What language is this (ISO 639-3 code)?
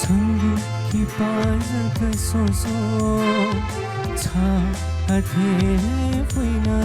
new